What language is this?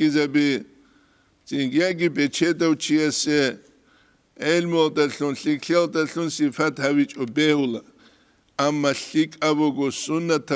Avaric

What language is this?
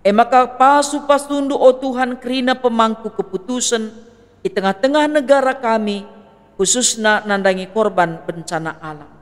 Batak Karo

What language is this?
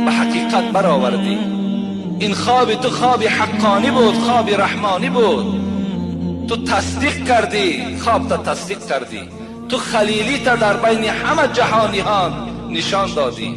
Tajik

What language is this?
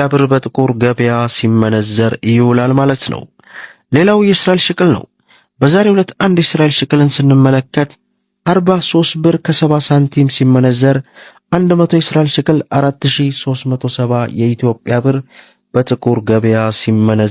Amharic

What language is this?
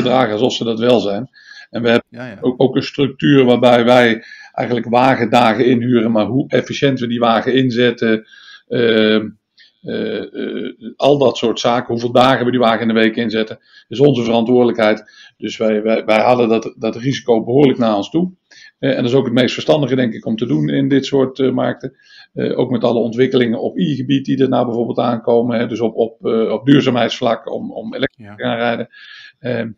Dutch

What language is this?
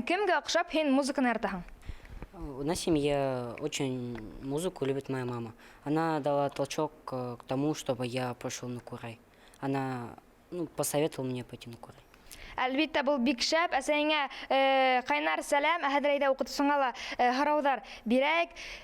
Bashkir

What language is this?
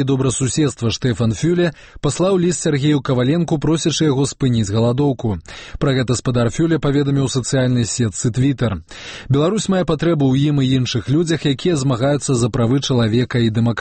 Belarusian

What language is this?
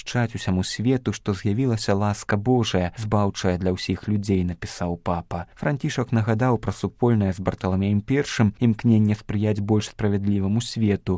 Belarusian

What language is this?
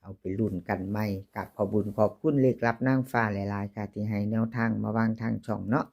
Lao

